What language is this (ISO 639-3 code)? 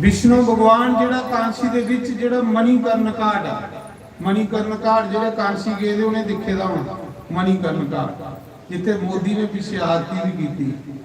doi